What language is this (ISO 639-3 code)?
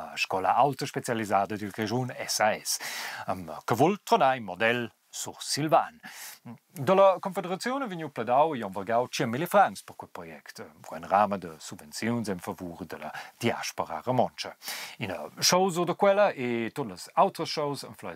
roh